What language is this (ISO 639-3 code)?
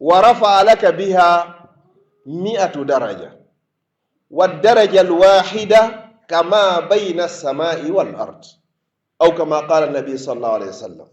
fuf